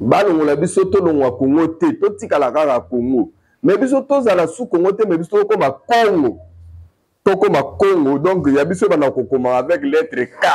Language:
Lingala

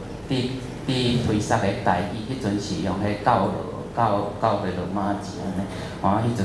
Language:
Min Nan Chinese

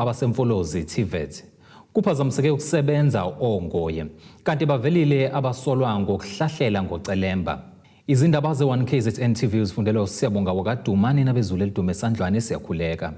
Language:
Zulu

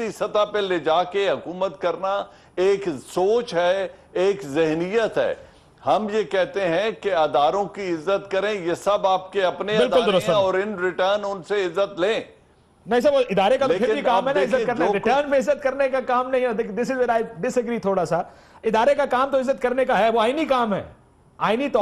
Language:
Urdu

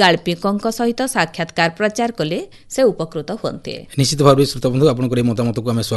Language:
Odia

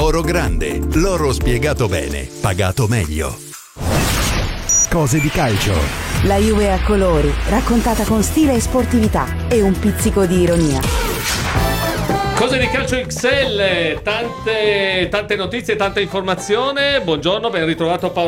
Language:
Italian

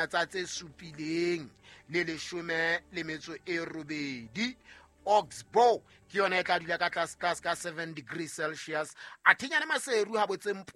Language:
Southern Sotho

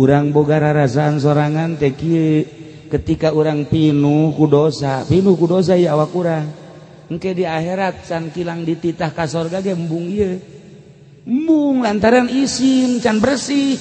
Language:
Sundanese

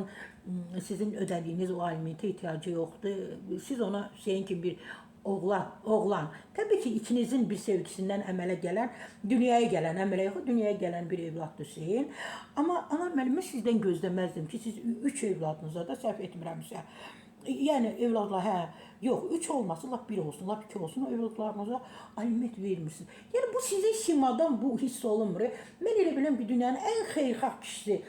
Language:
Azerbaijani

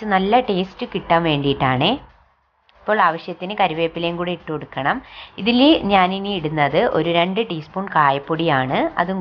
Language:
Malayalam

